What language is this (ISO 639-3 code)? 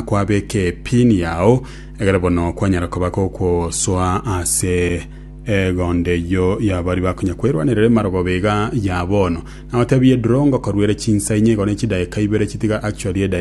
guz